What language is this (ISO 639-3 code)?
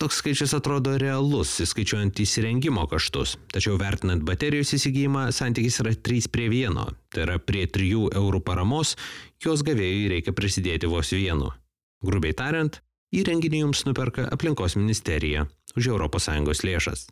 lit